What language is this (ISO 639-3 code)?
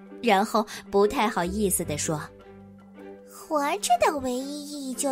zho